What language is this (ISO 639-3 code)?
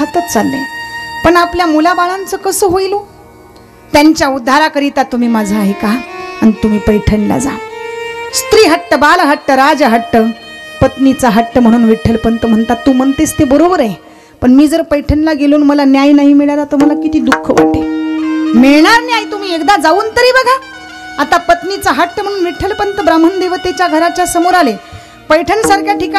mar